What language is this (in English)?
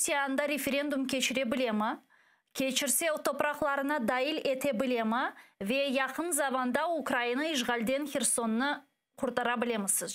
Crimean Tatar